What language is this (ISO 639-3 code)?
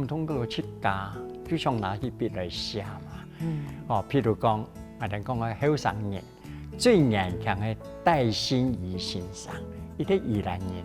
hak